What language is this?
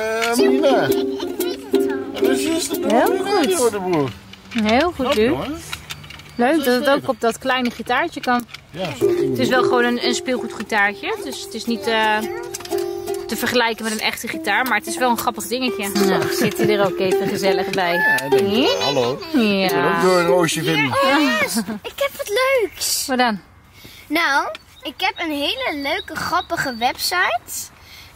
Dutch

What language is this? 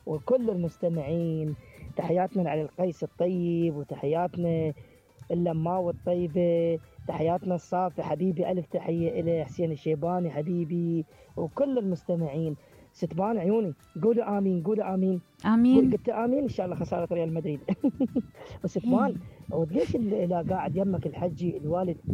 Mesopotamian Arabic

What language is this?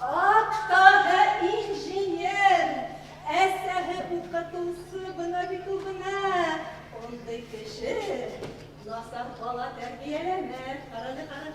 Bashkir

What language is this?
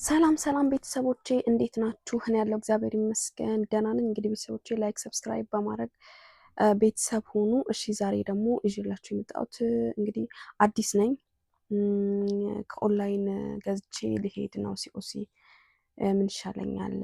Amharic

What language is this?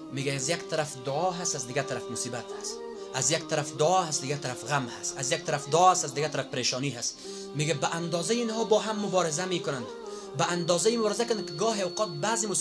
Persian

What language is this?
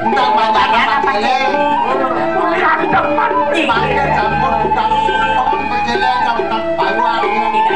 Balinese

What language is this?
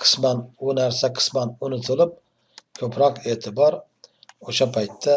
Uzbek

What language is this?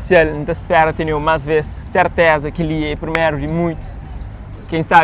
Kabuverdianu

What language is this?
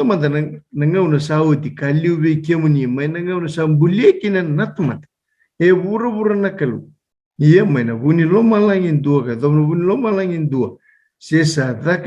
Fijian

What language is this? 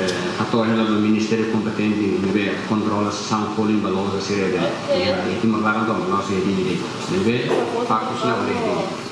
Tetum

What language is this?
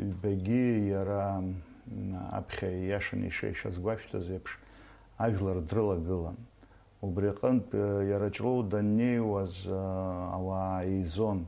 Abkhazian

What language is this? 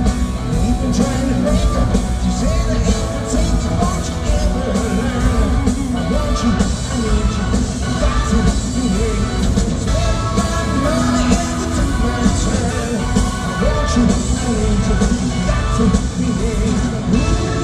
English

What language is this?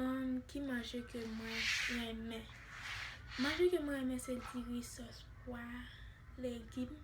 Haitian Creole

